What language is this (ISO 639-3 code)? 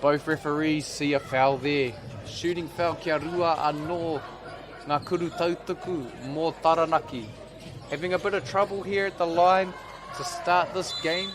mri